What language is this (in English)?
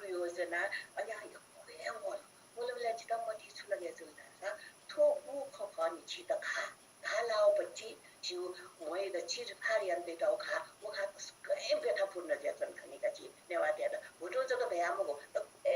Newari